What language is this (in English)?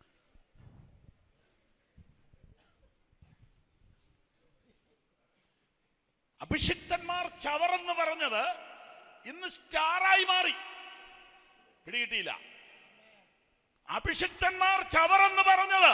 Malayalam